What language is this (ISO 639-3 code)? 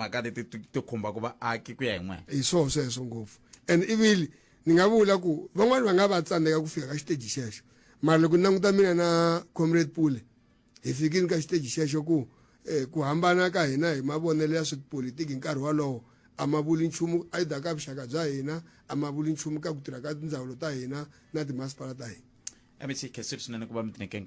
tso